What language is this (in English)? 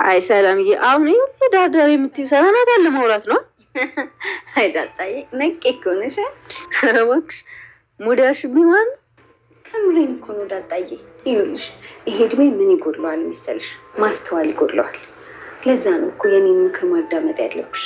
Amharic